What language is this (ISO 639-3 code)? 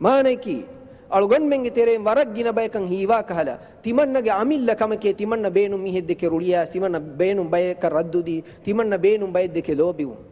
div